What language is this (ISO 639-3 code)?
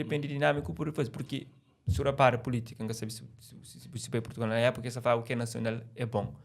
kea